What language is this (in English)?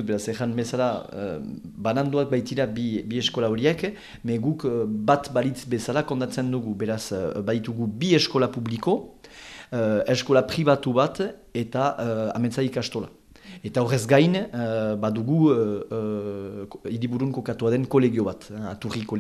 Basque